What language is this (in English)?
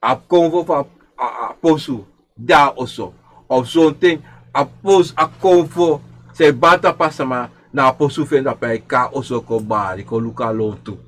Sranan Tongo